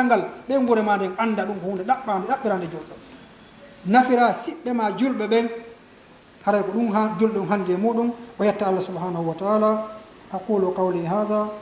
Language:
Fula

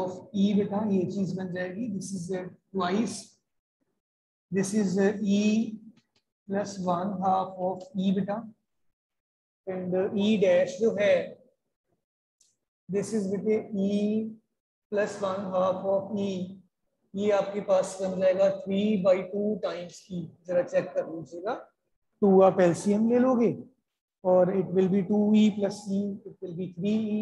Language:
Hindi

